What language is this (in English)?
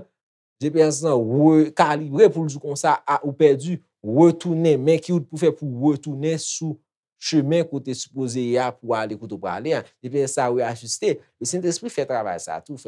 Haitian Creole